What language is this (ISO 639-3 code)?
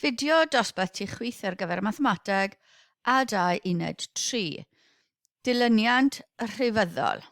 cym